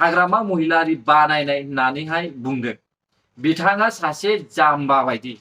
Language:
Bodo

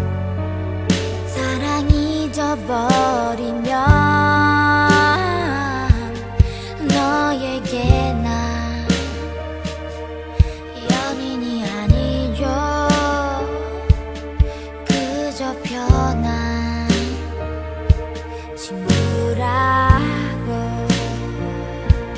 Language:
Korean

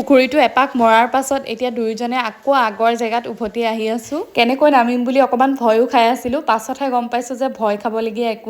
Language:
Assamese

